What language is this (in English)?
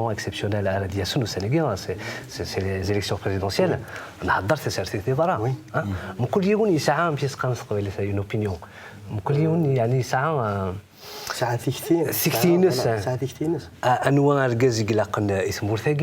Kabyle